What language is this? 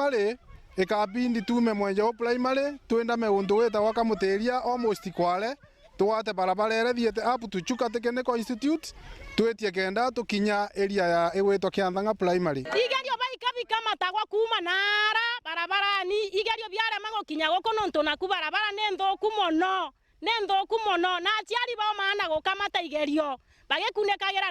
Meru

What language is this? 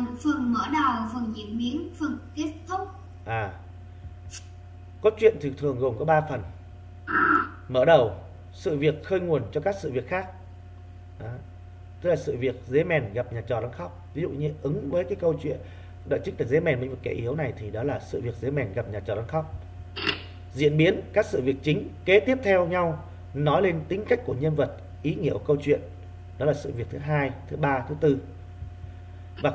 Vietnamese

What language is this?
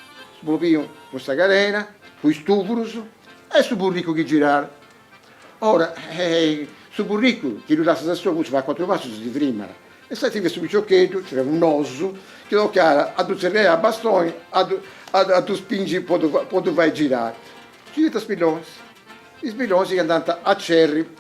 Sardinian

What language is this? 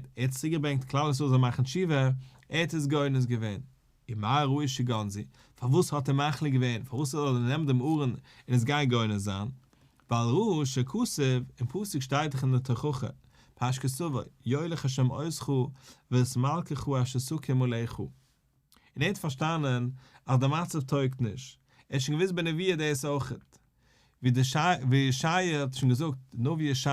Yiddish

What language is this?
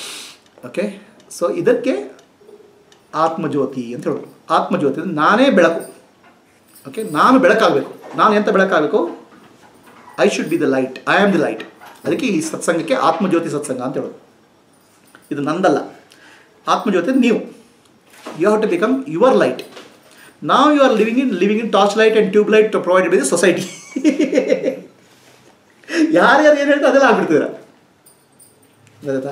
Kannada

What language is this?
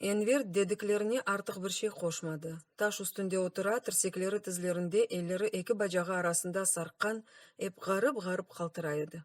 Crimean Tatar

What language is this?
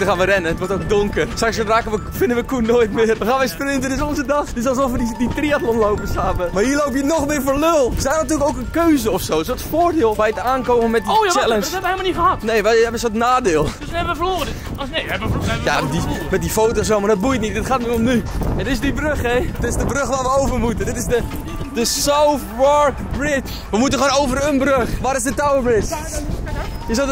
Dutch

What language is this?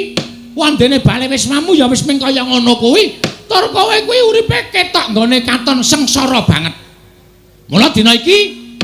Javanese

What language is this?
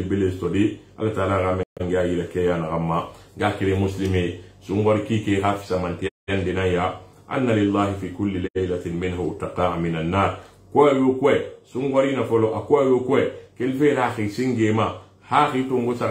Susu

